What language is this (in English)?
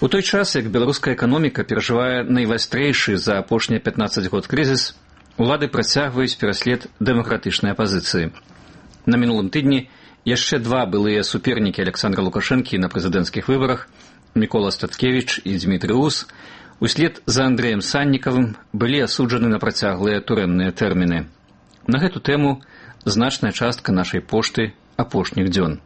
Belarusian